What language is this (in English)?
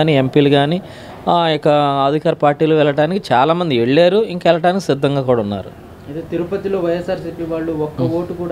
Telugu